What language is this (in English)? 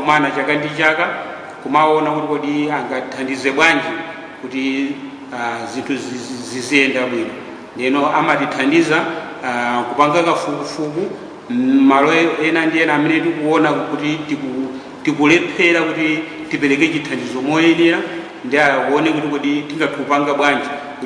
Nyanja